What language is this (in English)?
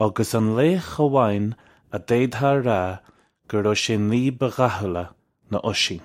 Irish